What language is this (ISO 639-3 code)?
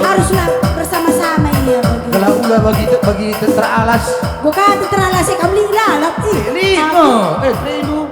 btx